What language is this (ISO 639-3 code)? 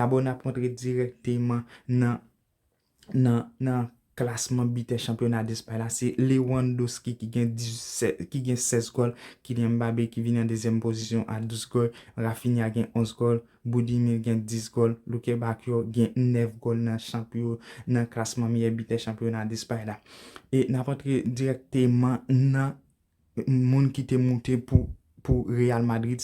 hat